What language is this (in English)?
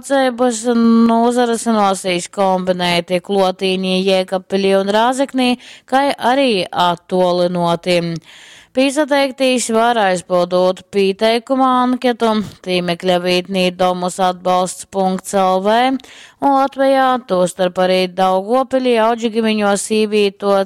Latgalian